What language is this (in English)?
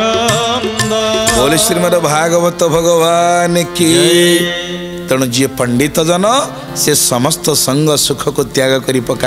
Odia